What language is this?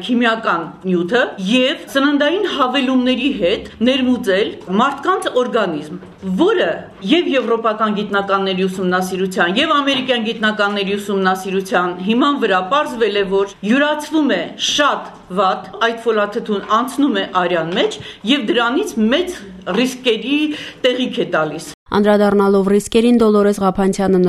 Armenian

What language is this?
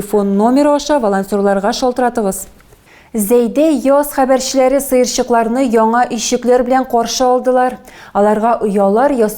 Tatar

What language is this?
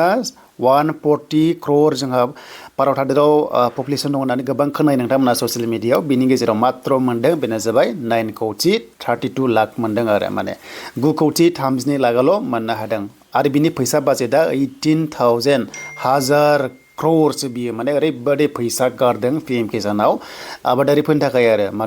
Bodo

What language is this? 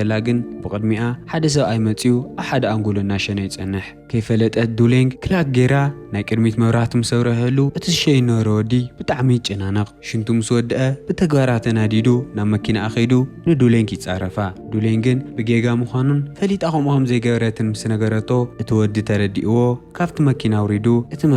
Tigrinya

